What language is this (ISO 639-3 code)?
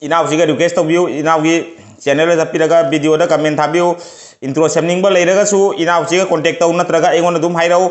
mni